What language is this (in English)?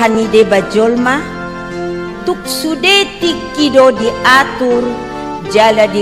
Batak Toba